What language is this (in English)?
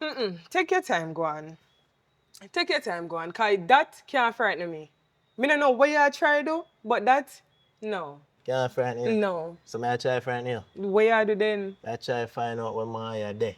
Jamaican Creole English